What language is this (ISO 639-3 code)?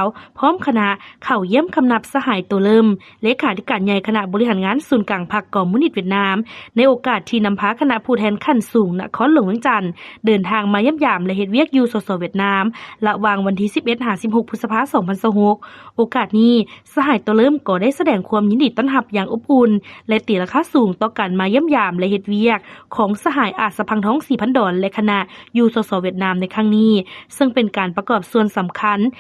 lao